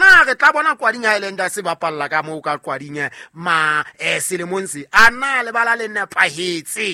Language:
Southern Sotho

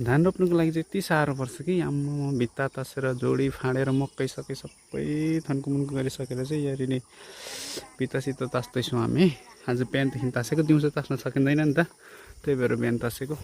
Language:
Nepali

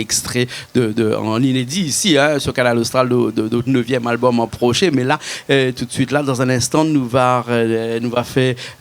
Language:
Réunion Creole French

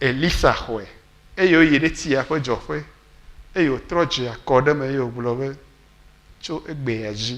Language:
Ewe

